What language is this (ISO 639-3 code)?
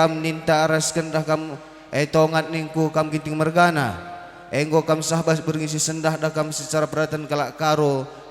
btx